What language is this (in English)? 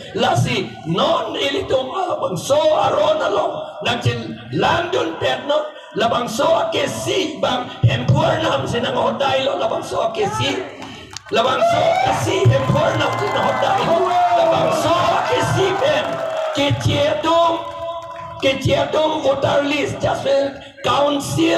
Karbi